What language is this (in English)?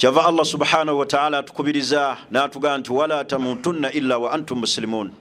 Ganda